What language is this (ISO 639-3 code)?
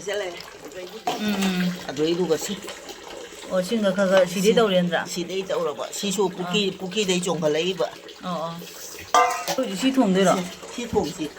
mni